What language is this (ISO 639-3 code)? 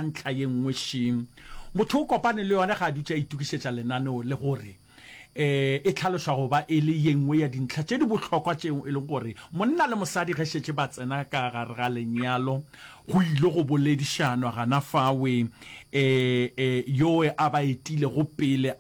nso